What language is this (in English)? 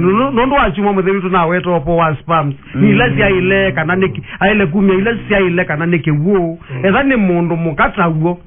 Kamba